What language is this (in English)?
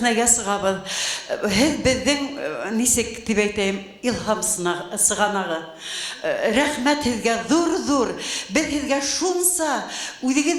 Bashkir